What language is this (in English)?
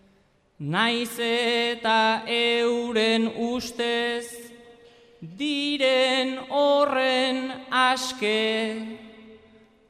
Basque